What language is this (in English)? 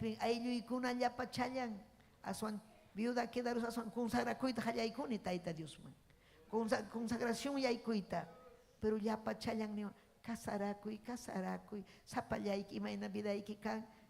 Ayacucho Quechua